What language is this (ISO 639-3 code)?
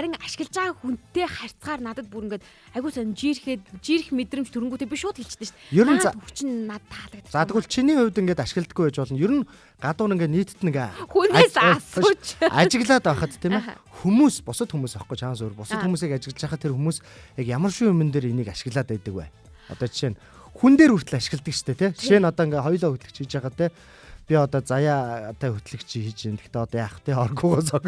mon